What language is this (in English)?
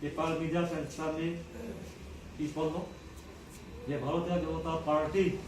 Karbi